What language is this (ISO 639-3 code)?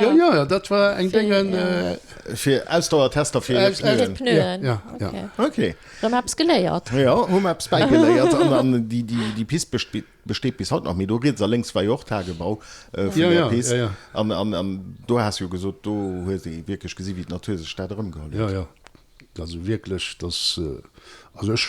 ltz